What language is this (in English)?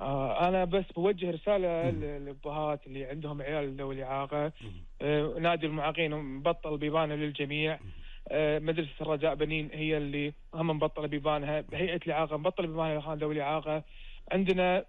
Gulf Arabic